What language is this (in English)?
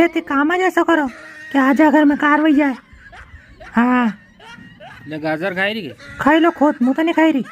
Rajasthani